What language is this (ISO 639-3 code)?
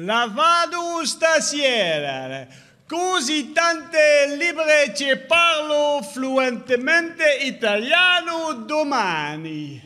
lim